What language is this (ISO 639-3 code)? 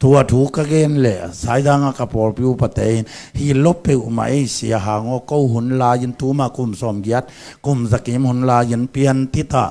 ctd